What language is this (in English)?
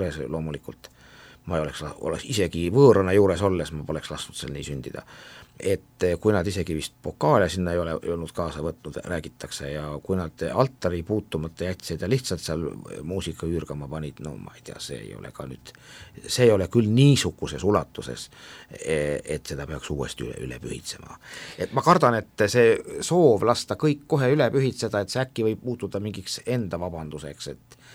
Estonian